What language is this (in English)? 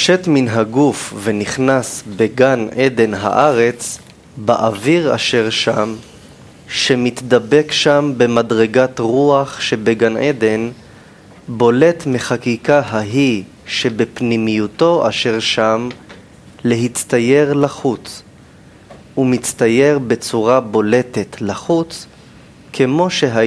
Hebrew